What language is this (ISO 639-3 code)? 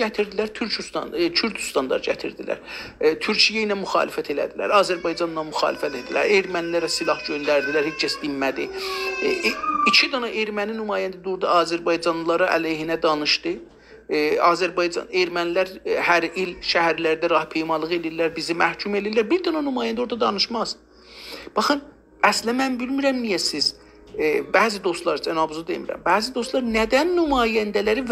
azb